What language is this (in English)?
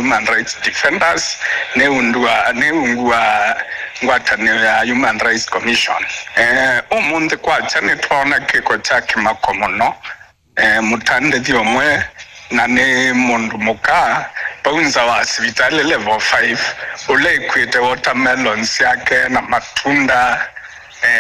Kamba